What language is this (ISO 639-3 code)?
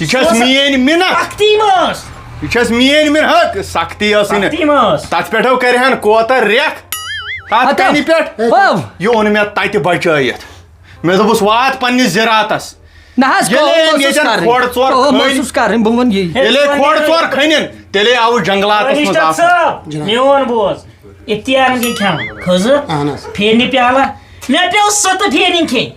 kas